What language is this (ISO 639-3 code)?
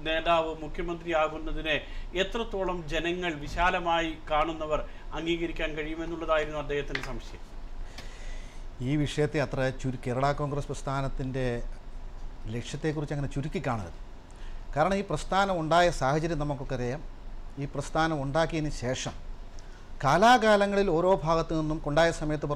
mal